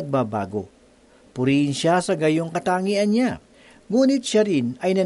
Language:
Filipino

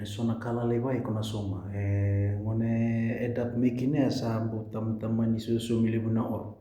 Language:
Fijian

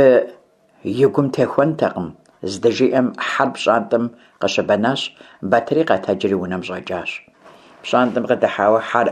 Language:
Kabardian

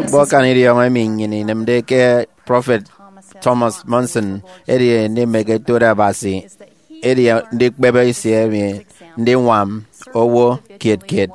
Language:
Efik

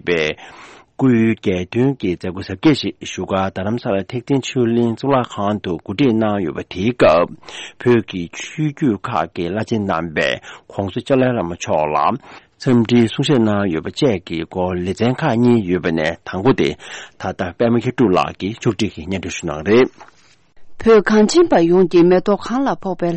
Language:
Tibetan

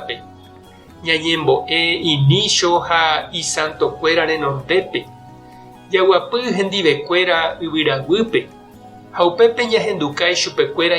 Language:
Guarani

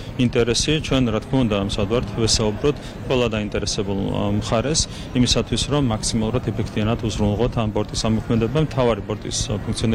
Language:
Georgian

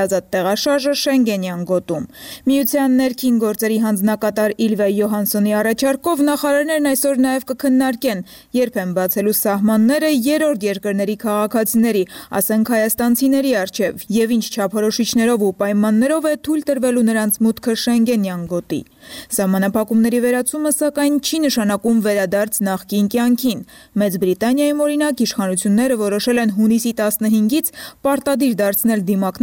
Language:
Armenian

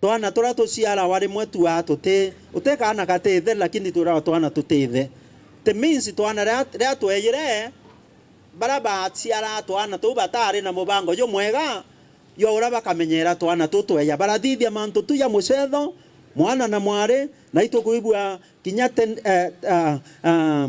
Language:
Meru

